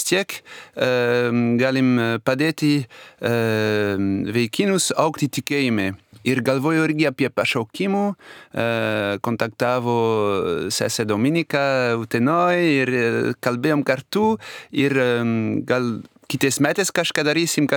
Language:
Lithuanian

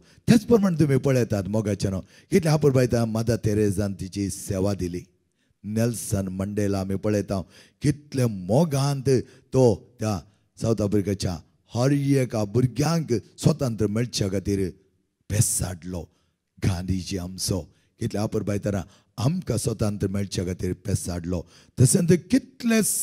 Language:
Konkani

